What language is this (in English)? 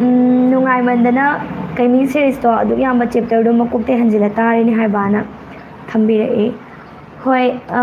Manipuri